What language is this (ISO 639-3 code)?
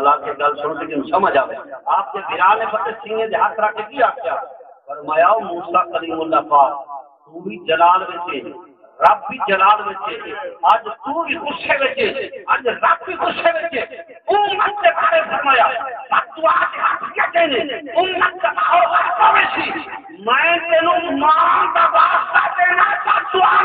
skr